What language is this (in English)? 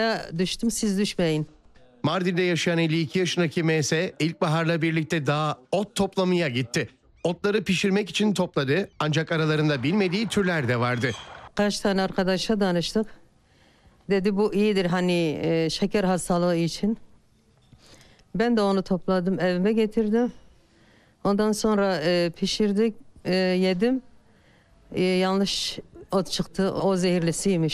Turkish